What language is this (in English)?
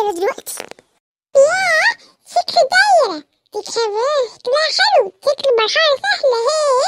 Egyptian Arabic